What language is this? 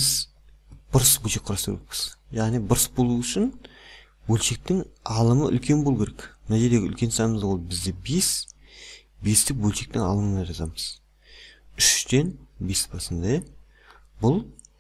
Kazakh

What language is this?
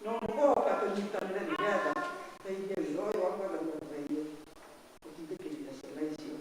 Kikuyu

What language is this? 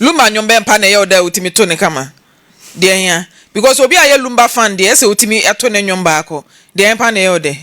Akan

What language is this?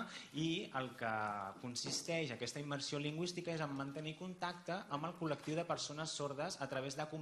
Catalan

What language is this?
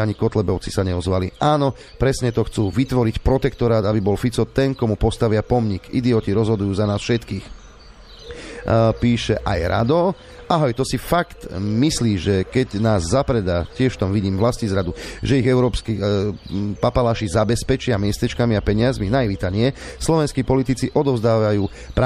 Slovak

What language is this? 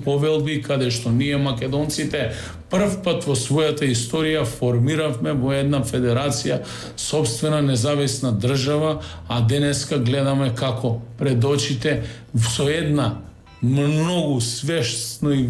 Macedonian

